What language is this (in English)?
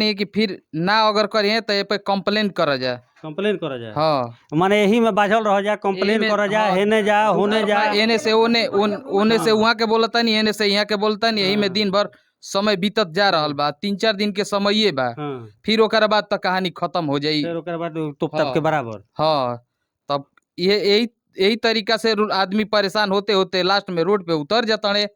Bhojpuri